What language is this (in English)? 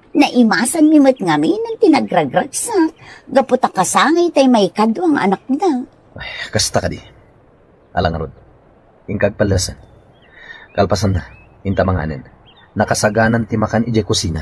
Iloko